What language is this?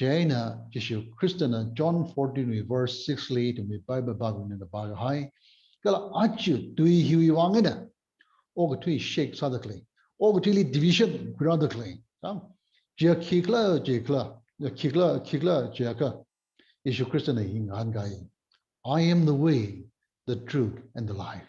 Tangkhul Naga (India)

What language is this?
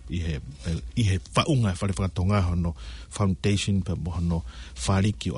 Tongan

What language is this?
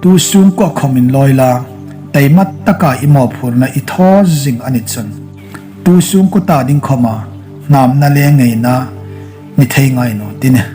Hmar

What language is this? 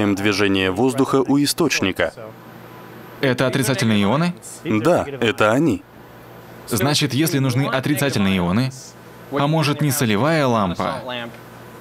Russian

